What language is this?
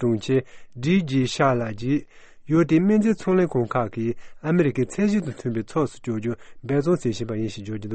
Tibetan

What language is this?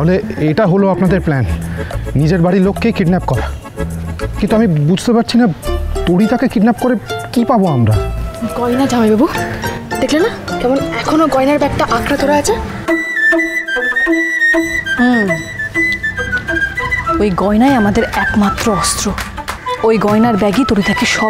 Bangla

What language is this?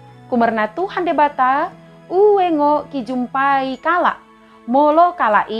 Batak Dairi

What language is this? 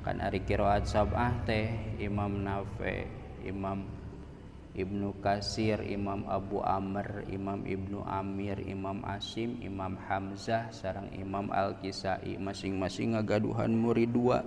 Sundanese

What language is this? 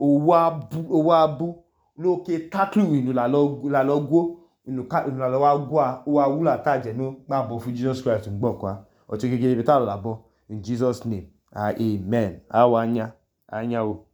Idoma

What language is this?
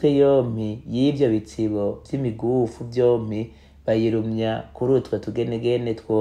Rundi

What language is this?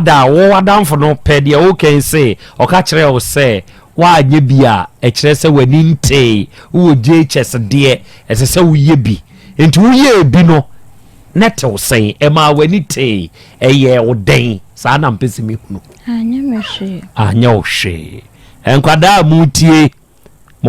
Akan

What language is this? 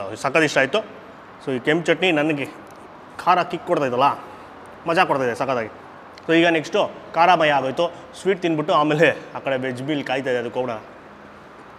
Kannada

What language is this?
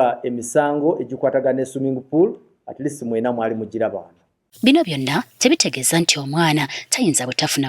Ganda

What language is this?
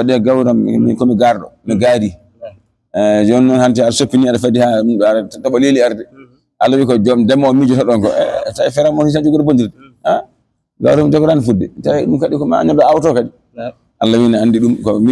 Fula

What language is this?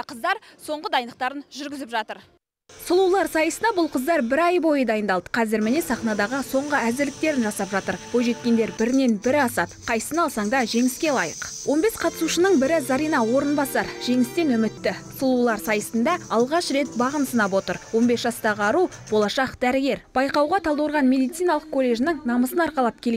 Kazakh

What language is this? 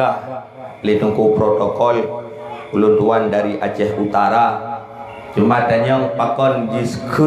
Achinese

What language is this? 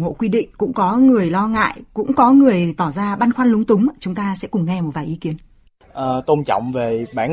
Vietnamese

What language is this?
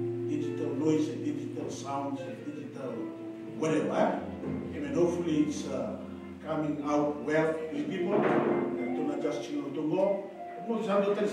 Fijian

